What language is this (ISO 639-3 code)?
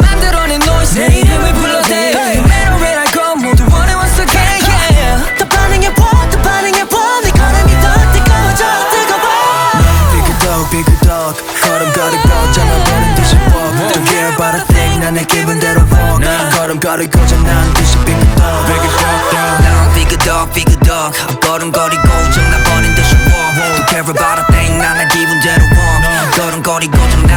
kor